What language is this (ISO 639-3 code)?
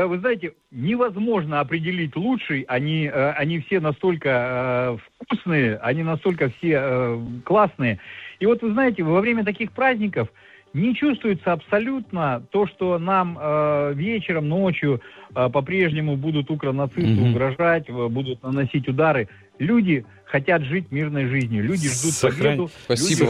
rus